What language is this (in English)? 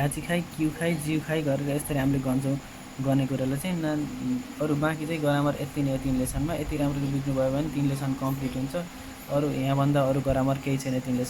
Nepali